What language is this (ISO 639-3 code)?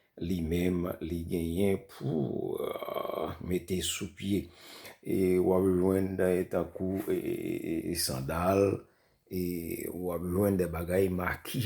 hat